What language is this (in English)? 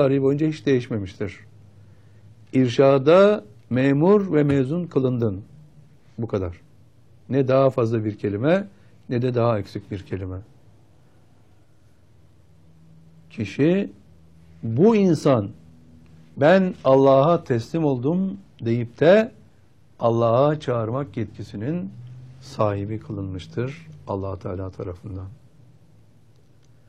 Turkish